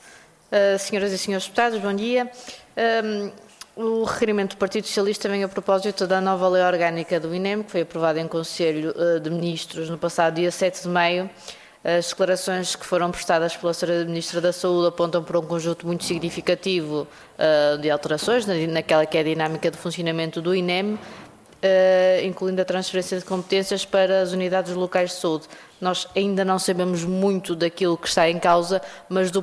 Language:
Portuguese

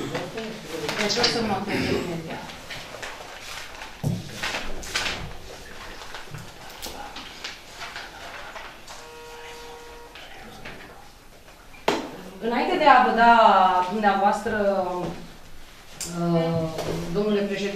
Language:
Romanian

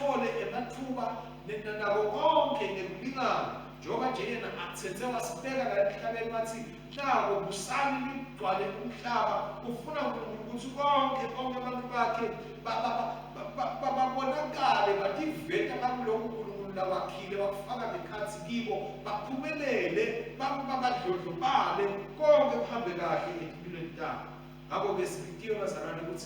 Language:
Swati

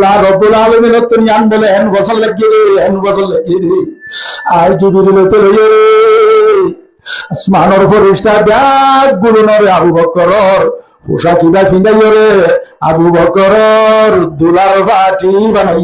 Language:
Rohingya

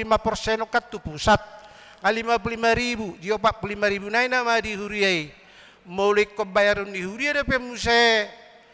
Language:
Batak Toba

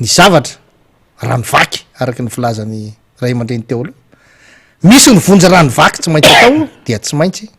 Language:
Malagasy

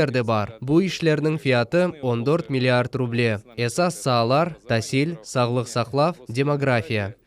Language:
Crimean Tatar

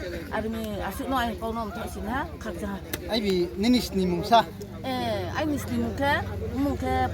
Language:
Riang (India)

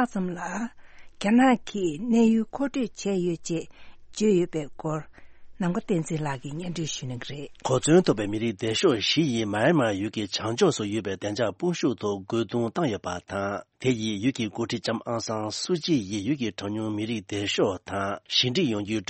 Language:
Tibetan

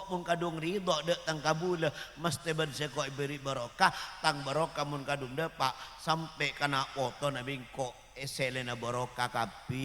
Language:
Madurese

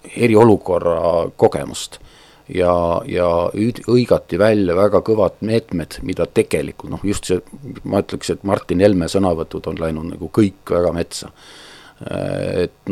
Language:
Estonian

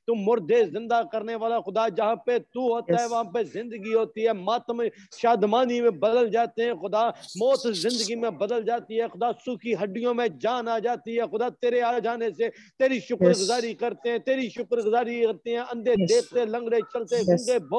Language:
Urdu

